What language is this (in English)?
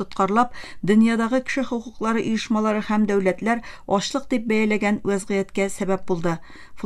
Tatar